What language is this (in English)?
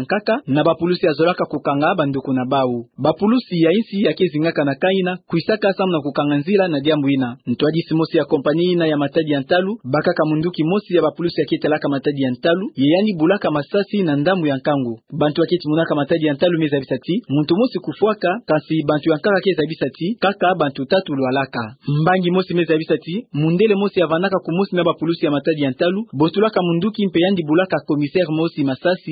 Kituba (Democratic Republic of Congo)